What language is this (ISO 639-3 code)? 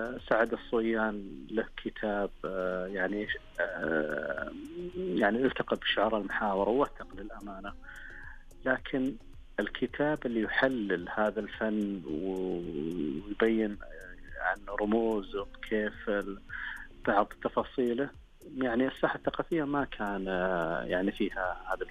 ars